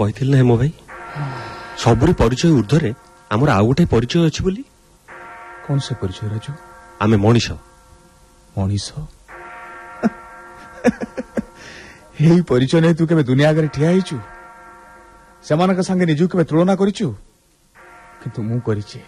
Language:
Odia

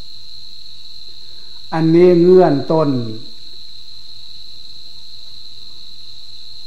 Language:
Thai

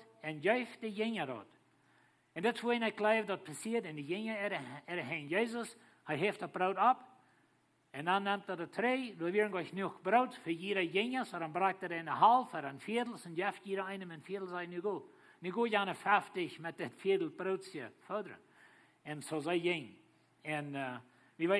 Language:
Plautdietsch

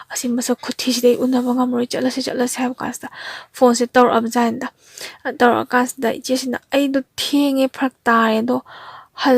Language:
Manipuri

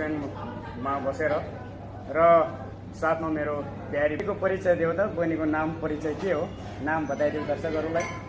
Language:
Nepali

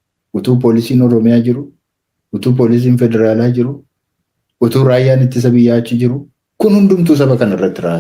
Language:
Oromo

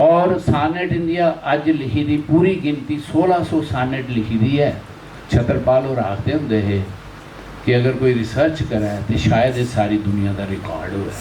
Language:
Dogri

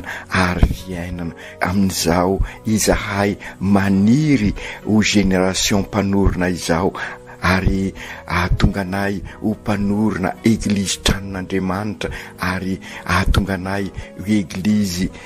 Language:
Malagasy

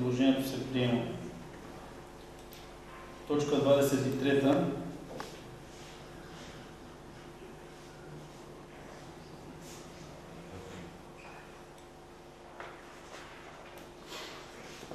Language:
Bulgarian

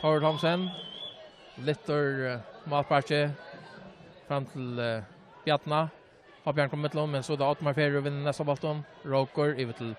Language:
Faroese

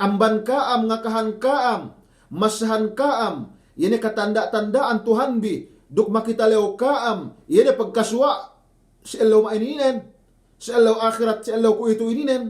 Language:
Yakan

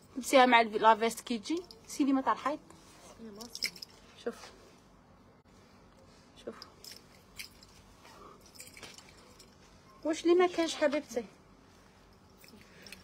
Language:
Algerian Arabic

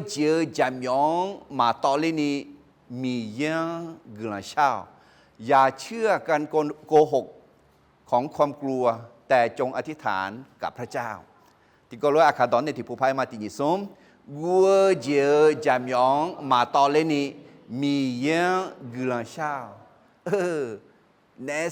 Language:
Akha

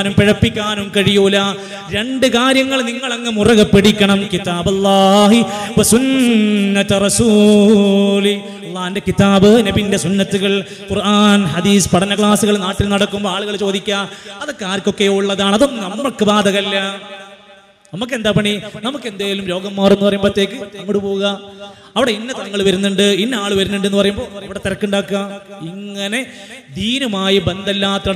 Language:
Malayalam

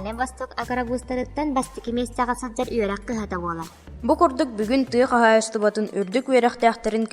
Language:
Yakut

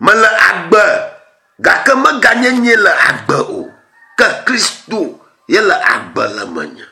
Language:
Ewe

